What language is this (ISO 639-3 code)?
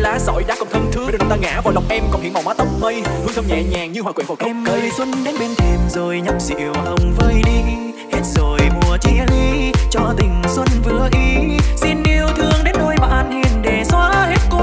vie